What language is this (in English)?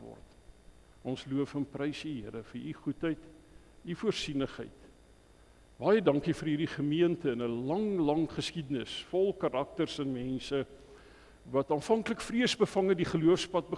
Afrikaans